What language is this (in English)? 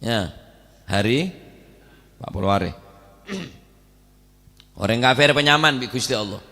Madurese